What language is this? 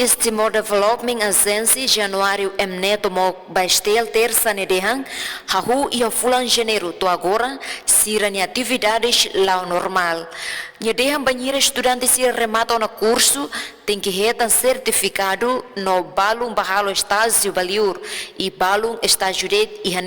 Tetum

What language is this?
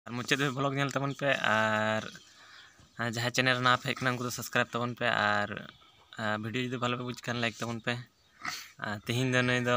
Santali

